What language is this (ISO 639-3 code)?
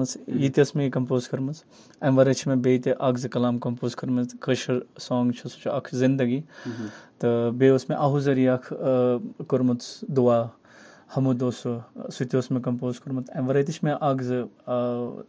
kas